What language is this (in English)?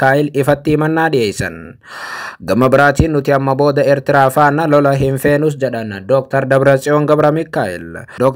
Oromo